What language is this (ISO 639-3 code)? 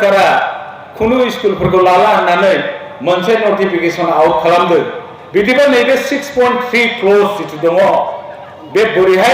brx